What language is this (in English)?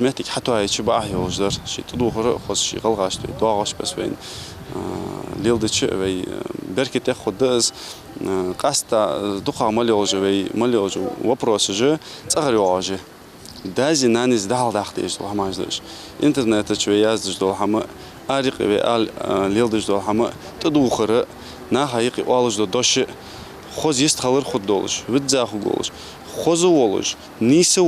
Ingush